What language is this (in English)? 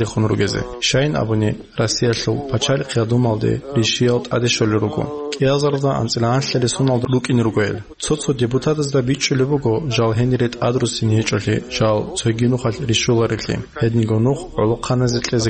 Avaric